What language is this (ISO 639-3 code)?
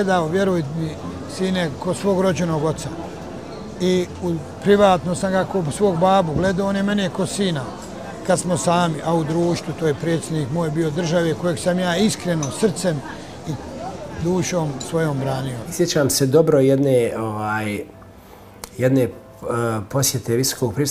bos